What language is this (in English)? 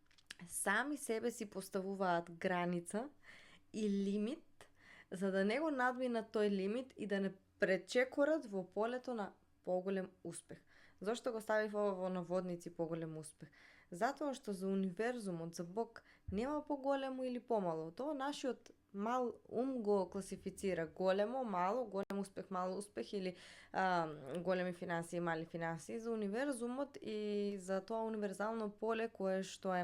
Macedonian